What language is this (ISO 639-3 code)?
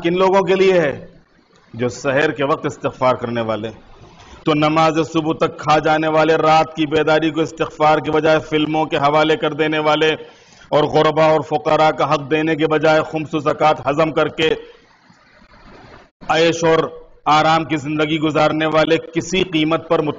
urd